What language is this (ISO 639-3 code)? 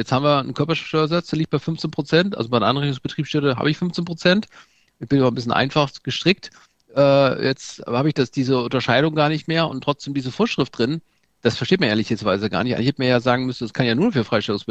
deu